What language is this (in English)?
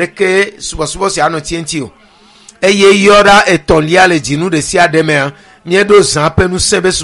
Ewe